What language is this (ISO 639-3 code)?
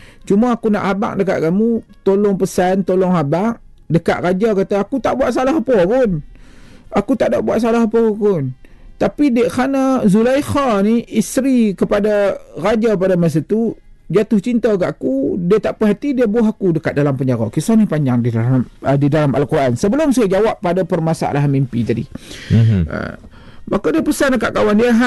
msa